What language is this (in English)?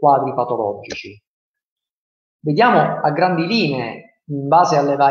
Italian